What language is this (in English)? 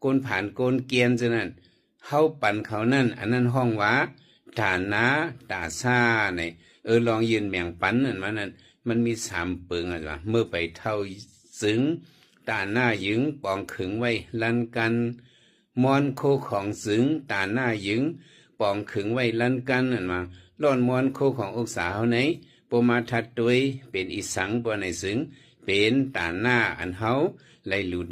Shan